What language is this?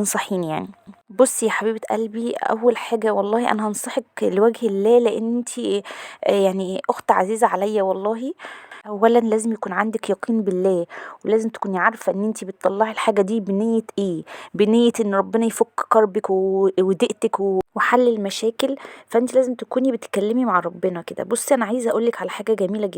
Egyptian Arabic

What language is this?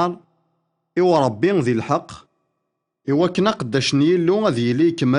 Kabyle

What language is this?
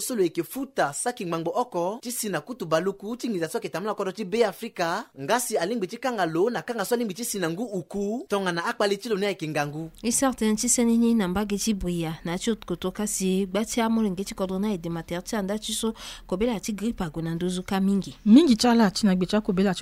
Sango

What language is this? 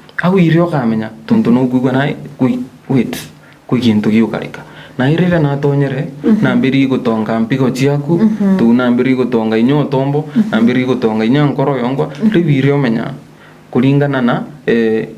Meru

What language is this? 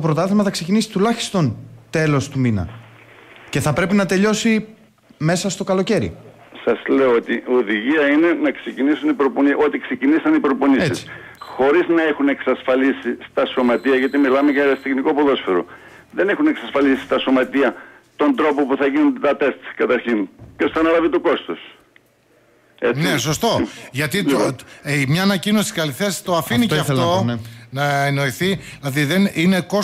Greek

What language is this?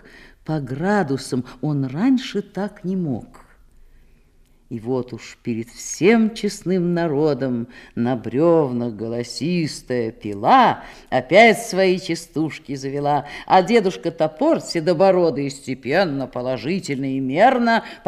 Russian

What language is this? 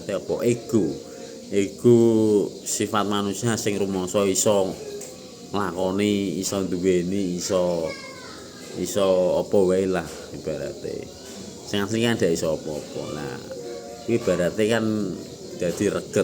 Javanese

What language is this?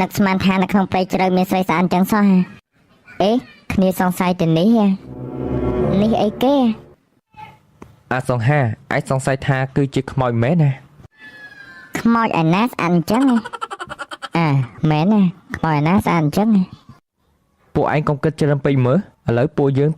Khmer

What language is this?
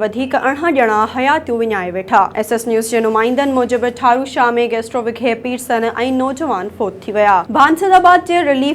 Sindhi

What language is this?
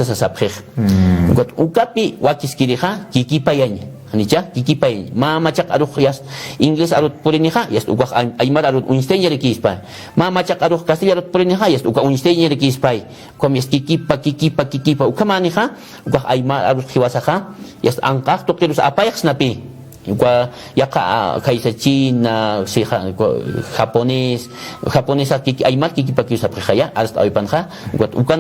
Aymara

